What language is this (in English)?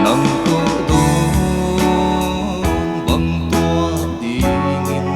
Paite Chin